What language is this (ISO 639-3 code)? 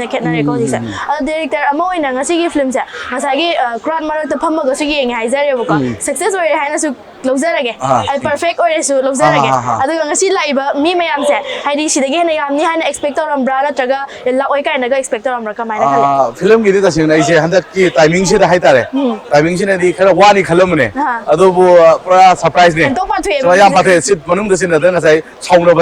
mni